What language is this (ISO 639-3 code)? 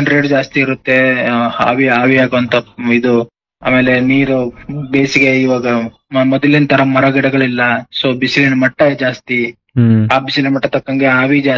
kan